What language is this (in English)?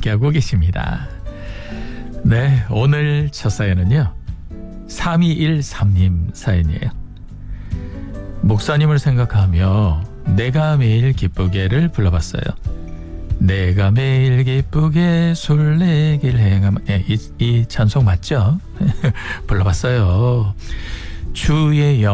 Korean